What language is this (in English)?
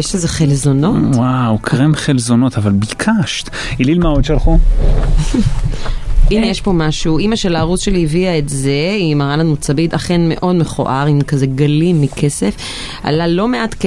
Hebrew